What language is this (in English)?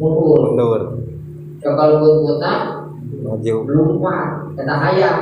Sundanese